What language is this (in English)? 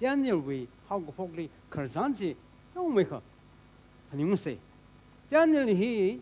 Tangkhul Naga (India)